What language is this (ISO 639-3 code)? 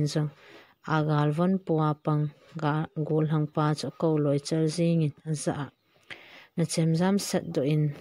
tcz